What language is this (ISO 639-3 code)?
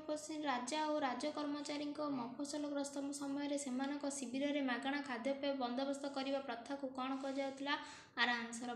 ori